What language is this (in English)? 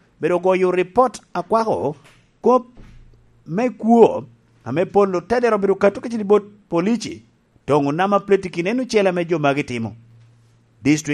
Lango (Uganda)